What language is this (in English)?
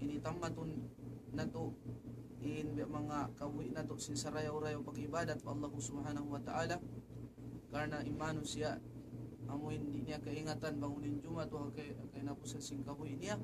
Tausug